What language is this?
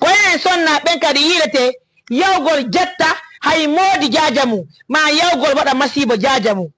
Fula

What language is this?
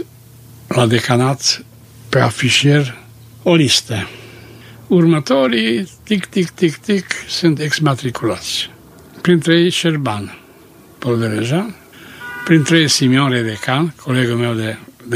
Romanian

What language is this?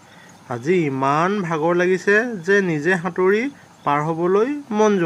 Assamese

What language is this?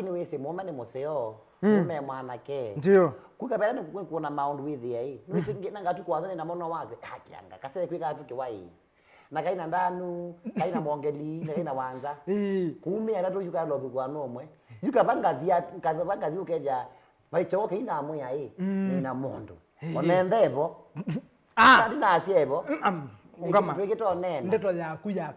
Kamba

